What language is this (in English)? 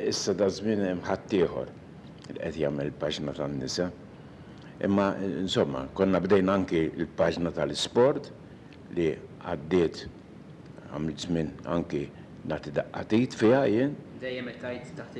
Maltese